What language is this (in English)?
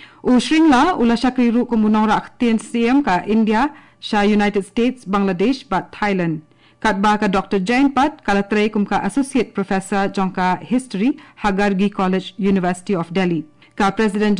Khasi